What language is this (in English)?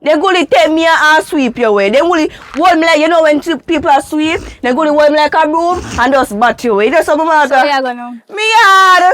Jamaican Creole English